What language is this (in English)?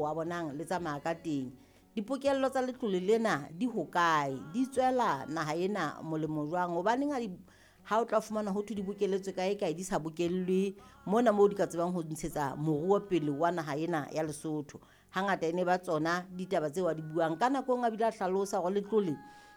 Southern Sotho